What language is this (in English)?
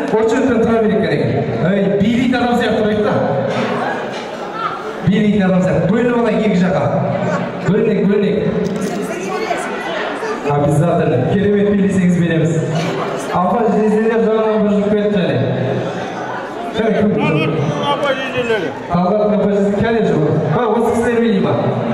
Kazakh